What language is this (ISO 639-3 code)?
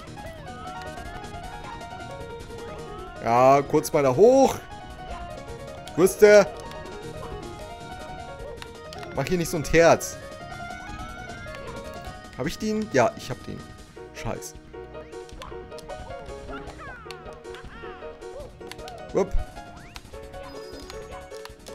deu